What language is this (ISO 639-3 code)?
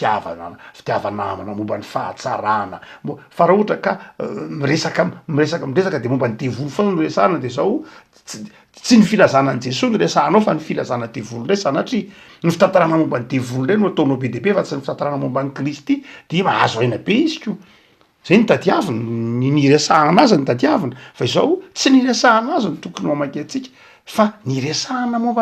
mlg